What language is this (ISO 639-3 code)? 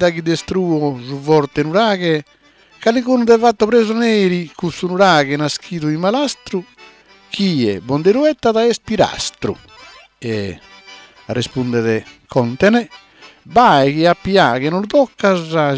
srd